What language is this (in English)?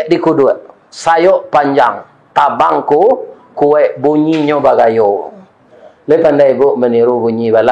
Minangkabau